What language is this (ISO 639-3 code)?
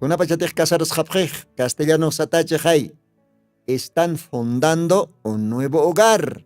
aym